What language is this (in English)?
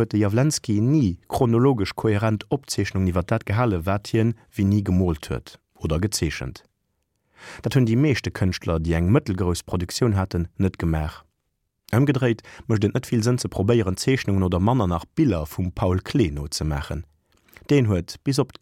Luxembourgish